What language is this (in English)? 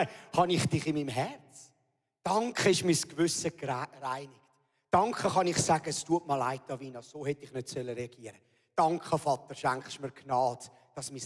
Swiss German